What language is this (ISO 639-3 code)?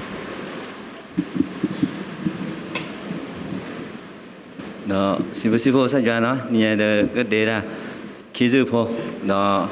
ksw